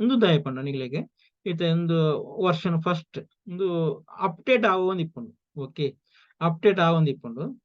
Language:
Tulu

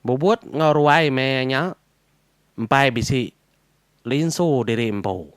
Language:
Iban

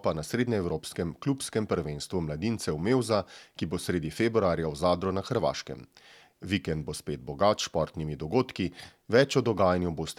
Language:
Slovenian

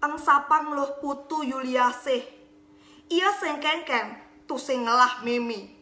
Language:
Balinese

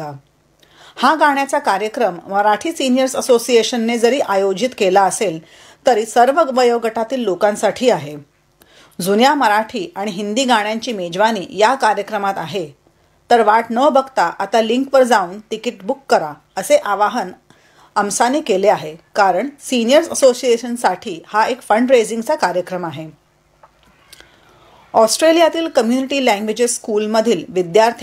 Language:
Marathi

